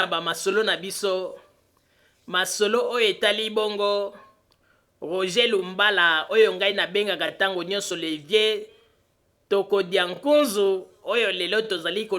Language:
Lingala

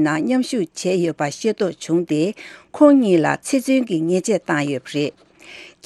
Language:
Tibetan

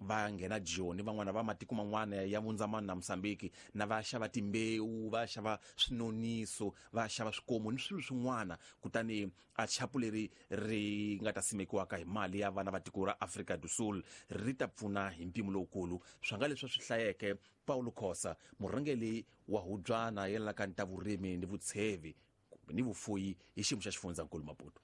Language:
Tsonga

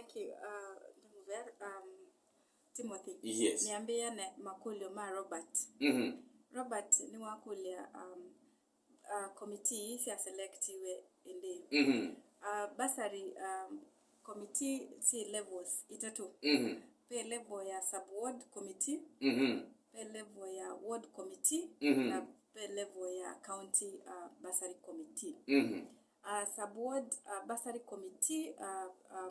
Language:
Kamba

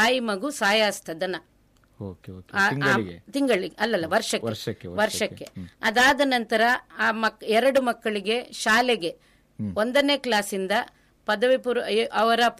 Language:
Kannada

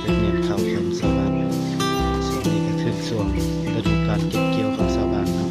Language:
Lao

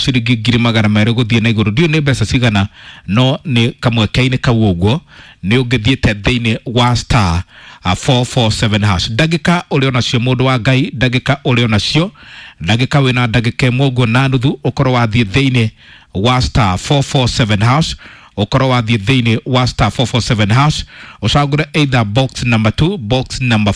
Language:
Kikuyu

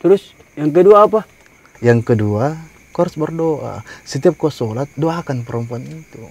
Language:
Makassar Malay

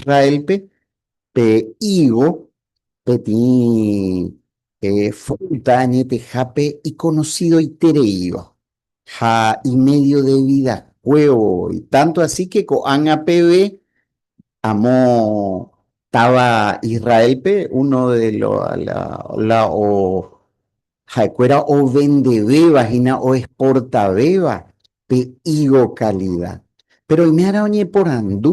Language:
Guarani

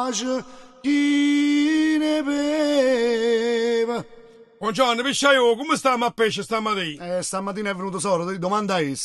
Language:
Neapolitan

